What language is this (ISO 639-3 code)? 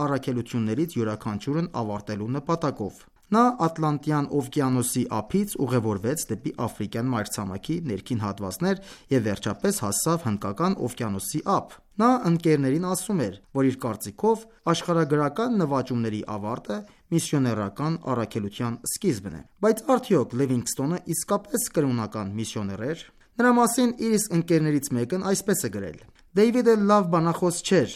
hye